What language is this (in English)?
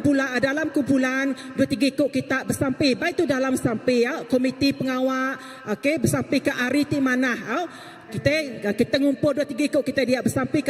Iban